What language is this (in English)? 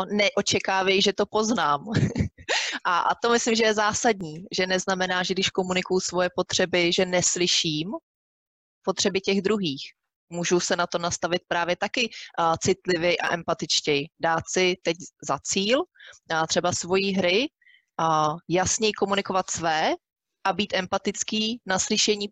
Czech